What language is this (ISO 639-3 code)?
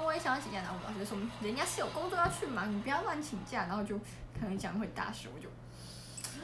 zho